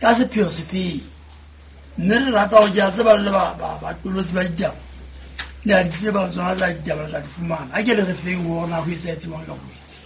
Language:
Southern Sotho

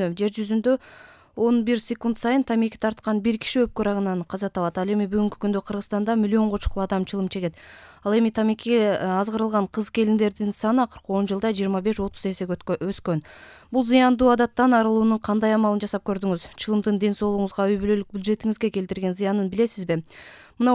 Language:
Kyrgyz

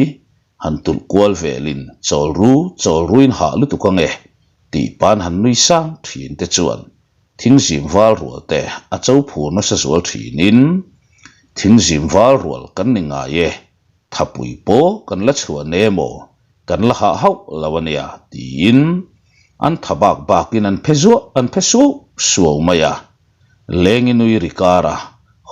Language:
Mizo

